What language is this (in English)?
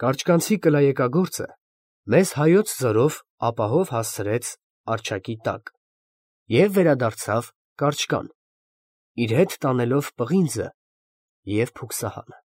Armenian